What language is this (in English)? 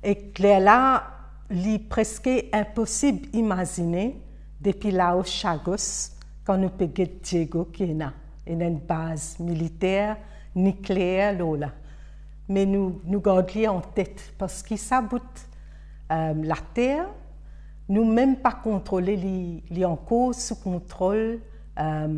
Morisyen